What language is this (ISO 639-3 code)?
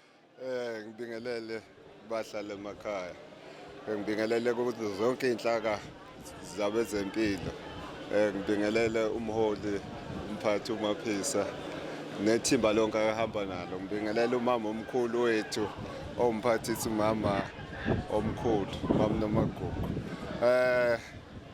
zul